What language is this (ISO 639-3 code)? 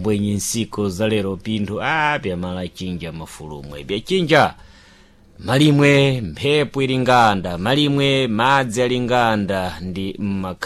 seh